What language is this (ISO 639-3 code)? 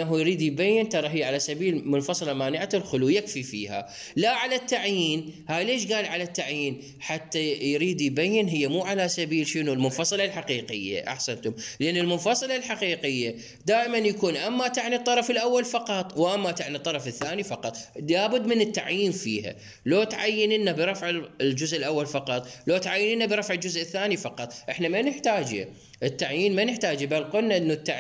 acm